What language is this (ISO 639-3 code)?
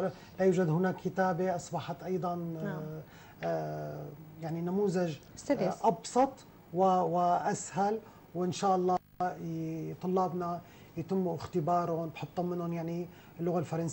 ara